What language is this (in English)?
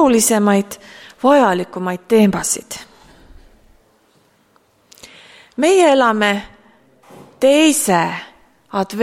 Estonian